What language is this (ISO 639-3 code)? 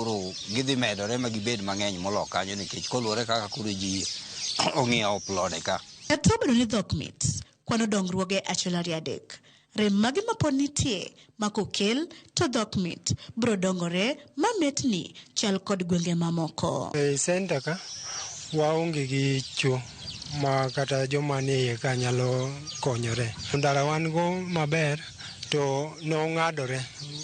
luo